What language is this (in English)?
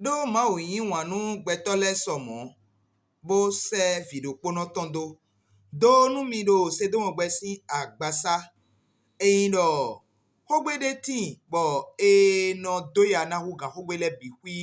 Fon